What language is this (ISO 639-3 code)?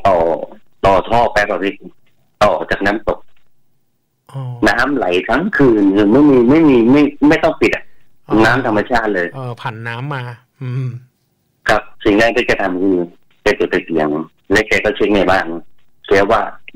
tha